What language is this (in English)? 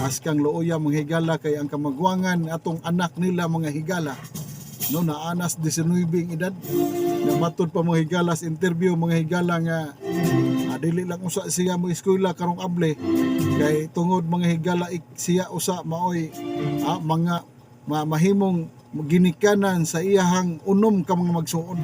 Cebuano